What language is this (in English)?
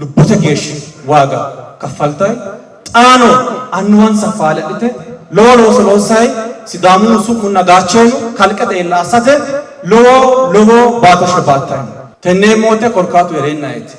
Sidamo